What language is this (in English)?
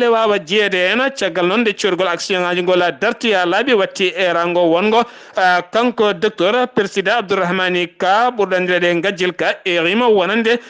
Fula